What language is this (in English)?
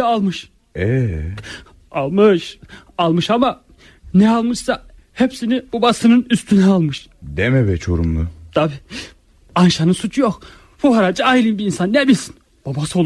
Turkish